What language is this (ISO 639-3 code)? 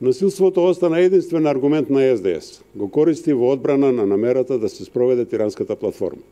mkd